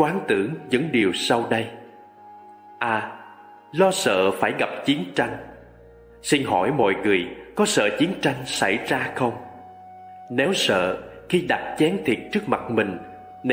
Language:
Vietnamese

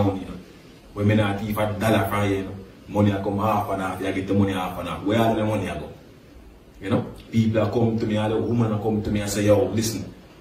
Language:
Jamaican Creole English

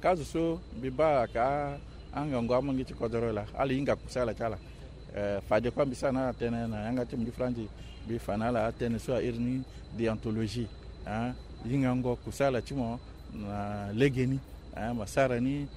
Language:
Sango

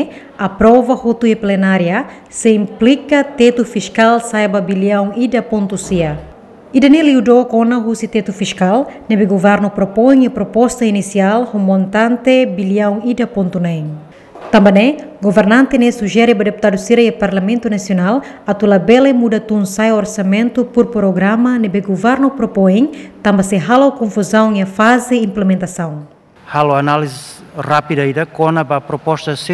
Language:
Tetum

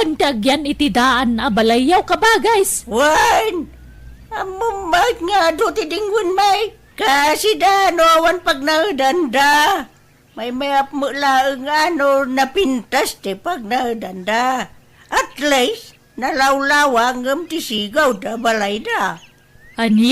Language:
Iloko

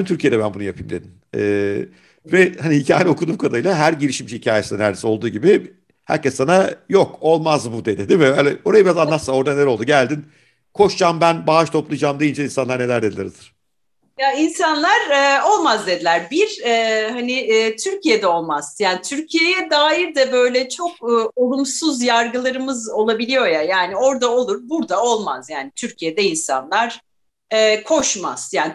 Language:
Turkish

